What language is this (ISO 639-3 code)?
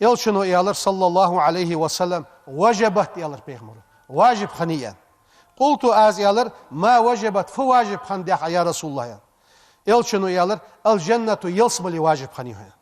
inh